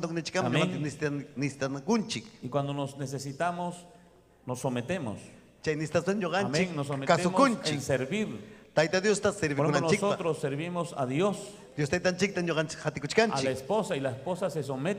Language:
Ayacucho Quechua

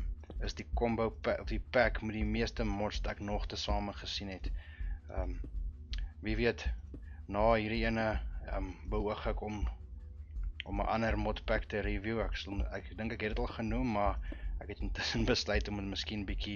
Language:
Afrikaans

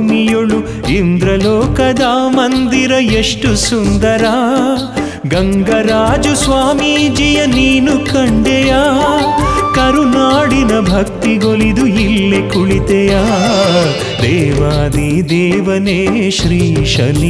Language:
Kannada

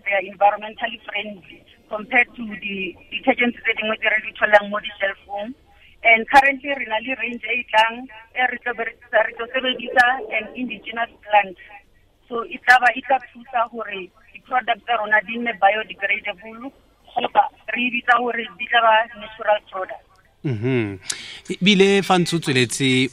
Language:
Tswana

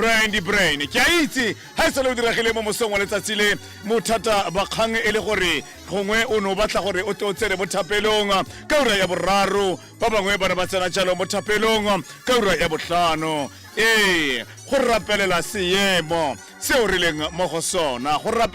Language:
Tswana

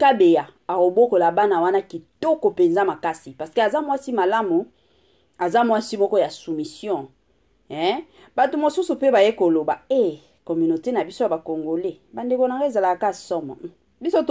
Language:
Lingala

